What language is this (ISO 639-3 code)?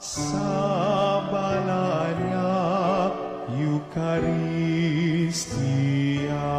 hil